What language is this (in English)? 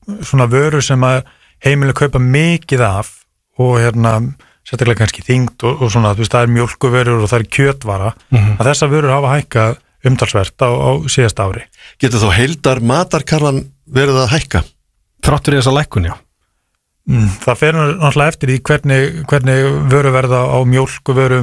Icelandic